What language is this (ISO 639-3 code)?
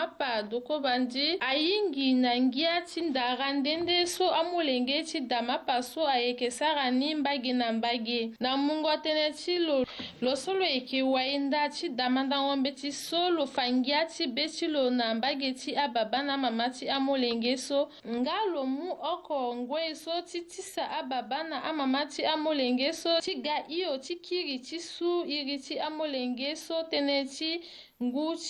sag